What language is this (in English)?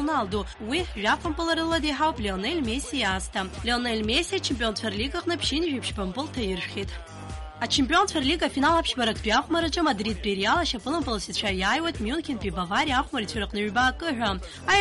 Abkhazian